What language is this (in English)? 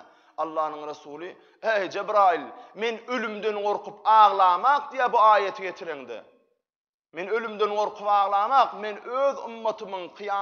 Turkmen